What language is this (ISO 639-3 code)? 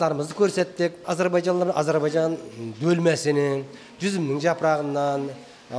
kaa